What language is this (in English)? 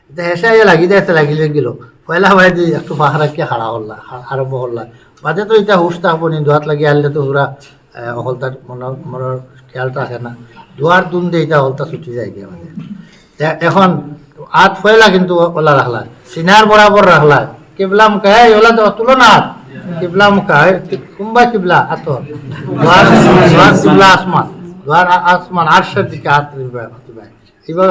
Sylheti